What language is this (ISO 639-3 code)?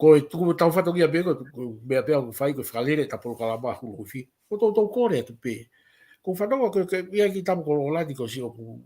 ton